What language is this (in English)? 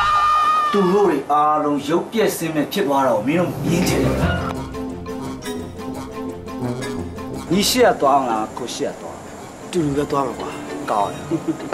Burmese